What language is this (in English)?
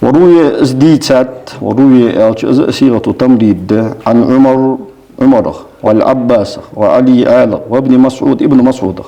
Ingush